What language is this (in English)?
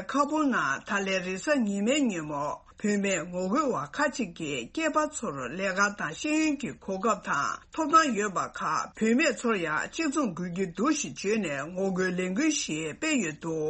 Tibetan